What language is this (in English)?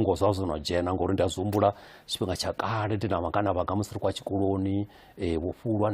Venda